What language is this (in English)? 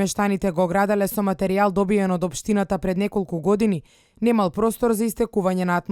Macedonian